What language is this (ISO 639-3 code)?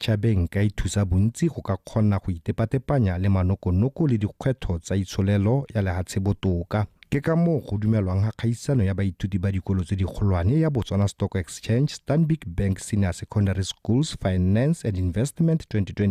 tsn